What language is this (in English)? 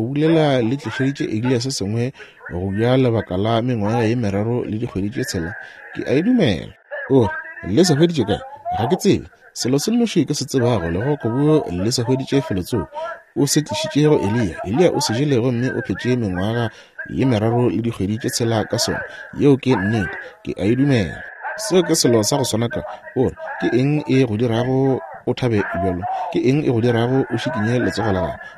Northern Sotho